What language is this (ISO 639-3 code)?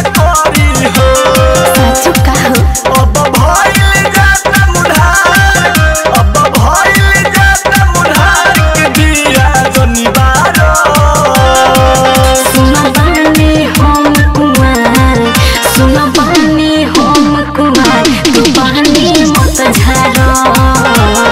bho